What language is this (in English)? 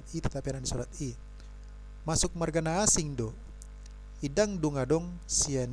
Batak Toba